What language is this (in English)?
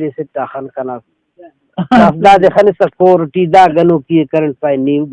Brahui